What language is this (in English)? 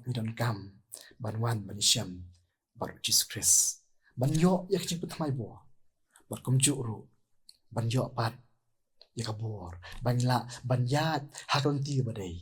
Khasi